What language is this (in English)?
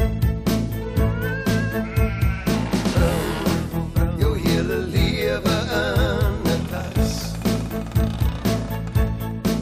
Afrikaans